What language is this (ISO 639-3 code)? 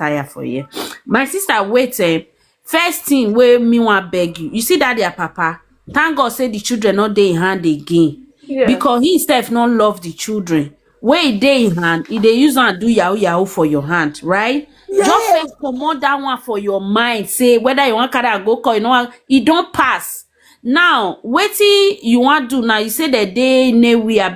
pcm